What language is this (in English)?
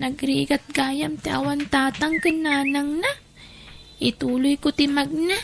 Iloko